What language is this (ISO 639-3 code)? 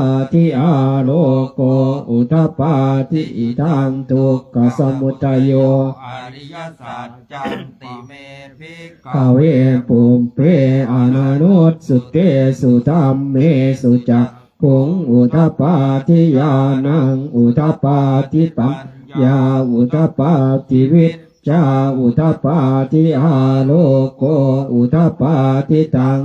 pli